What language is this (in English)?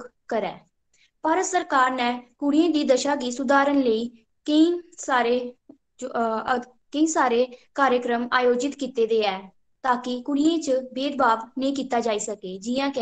Dogri